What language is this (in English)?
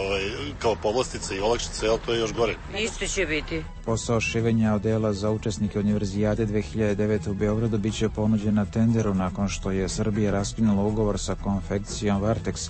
Serbian